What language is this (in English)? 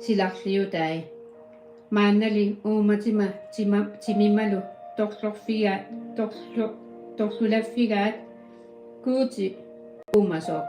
Kalaallisut